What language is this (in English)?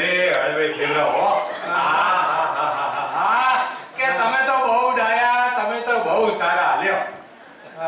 Gujarati